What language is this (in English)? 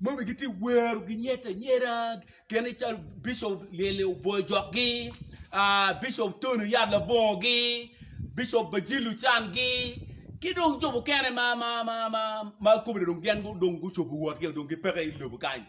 Acoli